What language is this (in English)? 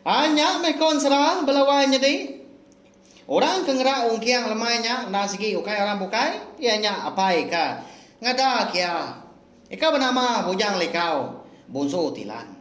Iban